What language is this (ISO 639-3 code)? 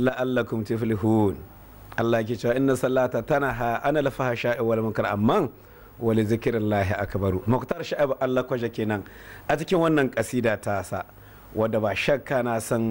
hau